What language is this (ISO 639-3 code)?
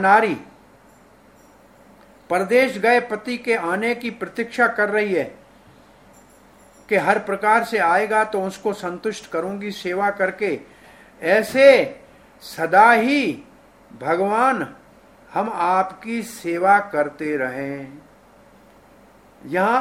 hin